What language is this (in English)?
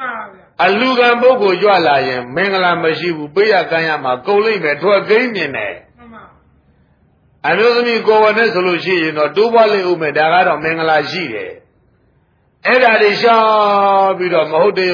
Burmese